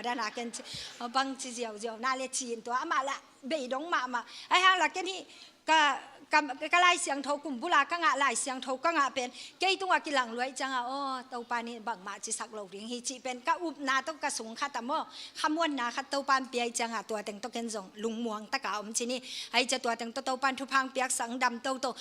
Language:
Tedim Chin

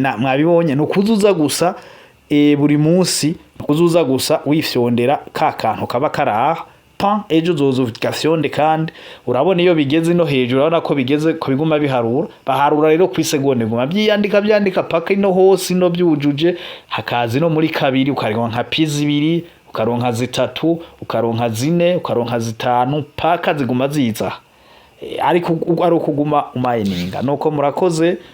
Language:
Rundi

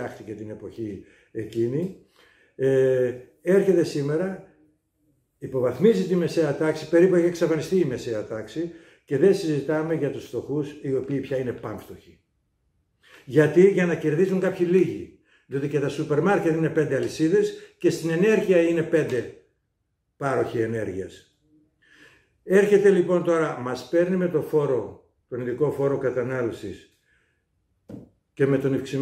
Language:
Greek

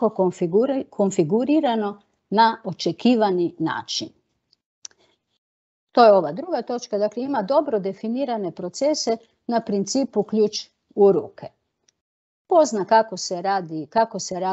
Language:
Croatian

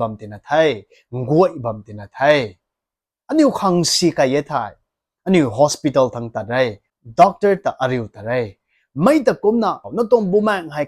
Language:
Rongmei Naga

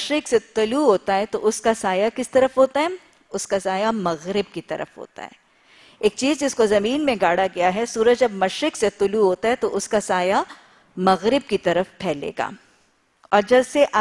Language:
Urdu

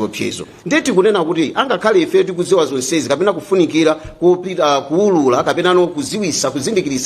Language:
Nyanja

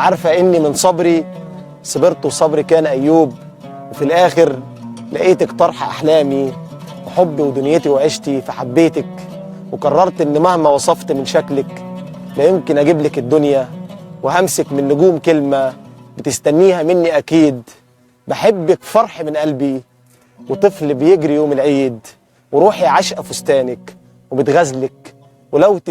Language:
Egyptian Arabic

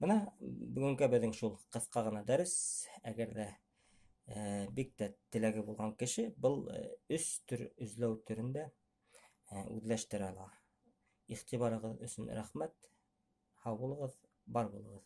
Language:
Bashkir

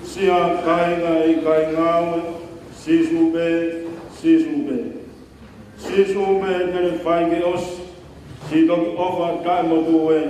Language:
Tongan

